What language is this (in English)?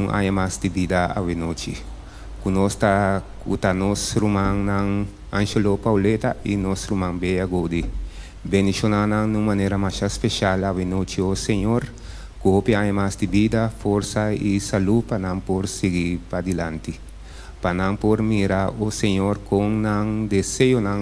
Papiamento